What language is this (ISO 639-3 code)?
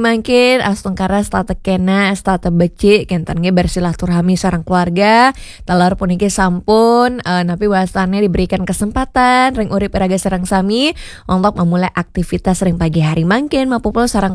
ban